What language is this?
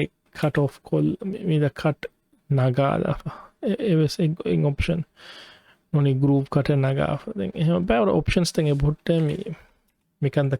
Divehi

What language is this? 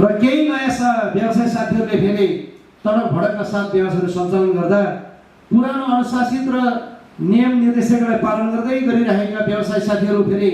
Nepali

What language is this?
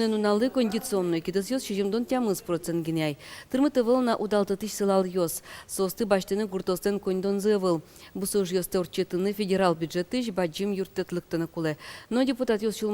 Udmurt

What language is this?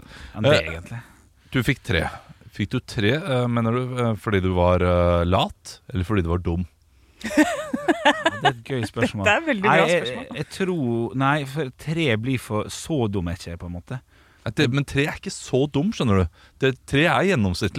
Norwegian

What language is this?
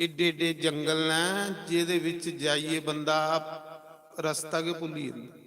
Dogri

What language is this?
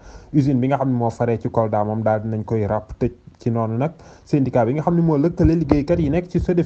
Wolof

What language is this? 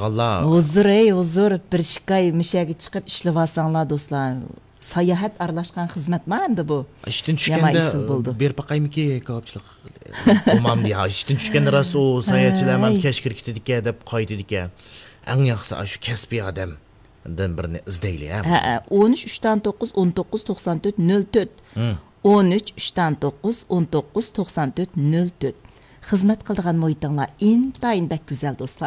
Uyghur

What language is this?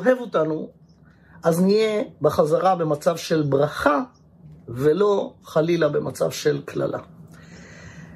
Hebrew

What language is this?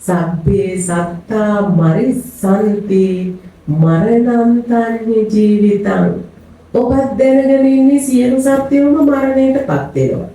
Sinhala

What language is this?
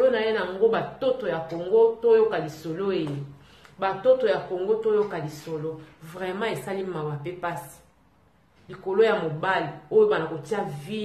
Lingala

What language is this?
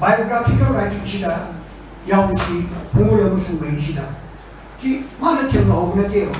Manipuri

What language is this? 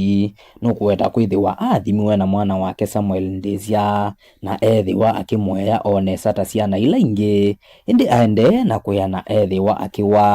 Kamba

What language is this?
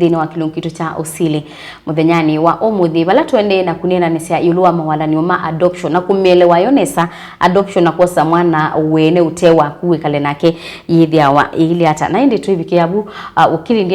Kamba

